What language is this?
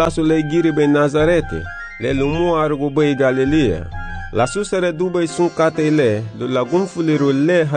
Garifuna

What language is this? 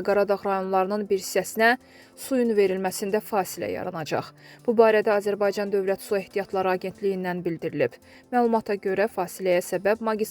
Azerbaijani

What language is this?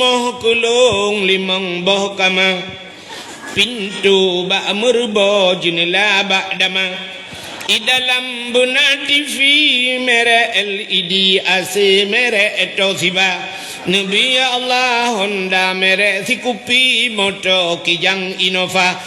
Achinese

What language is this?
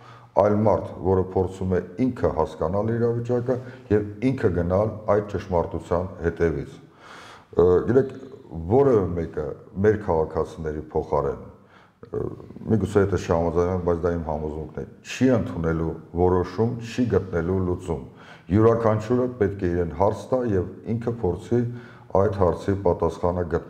Armenian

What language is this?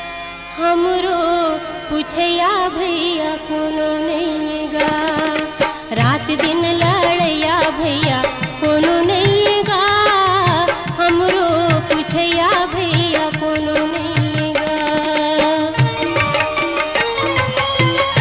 Chhattisgarhi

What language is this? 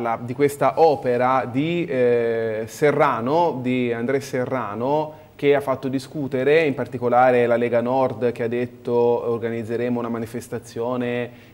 Italian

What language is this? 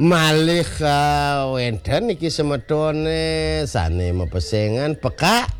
Balinese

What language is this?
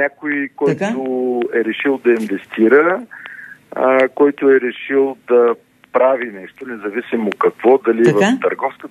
Bulgarian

